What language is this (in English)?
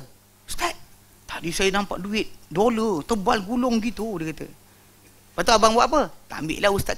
Malay